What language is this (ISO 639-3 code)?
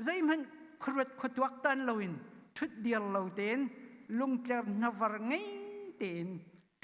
cnh